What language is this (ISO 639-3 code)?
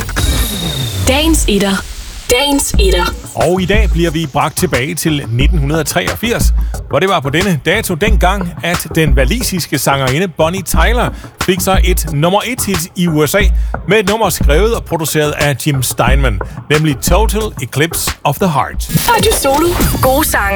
dan